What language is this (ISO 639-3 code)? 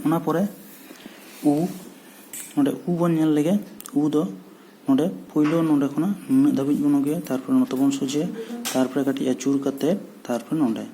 sat